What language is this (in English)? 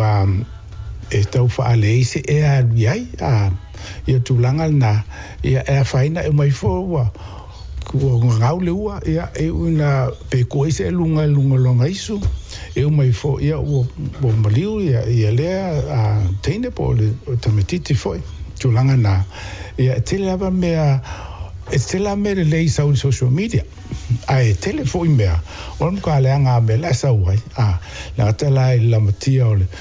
Samoan